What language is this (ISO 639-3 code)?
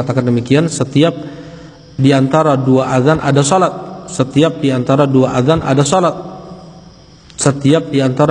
ind